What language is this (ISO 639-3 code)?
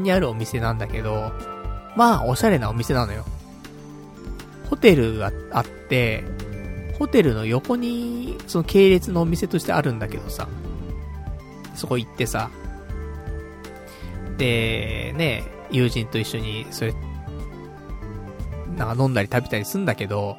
jpn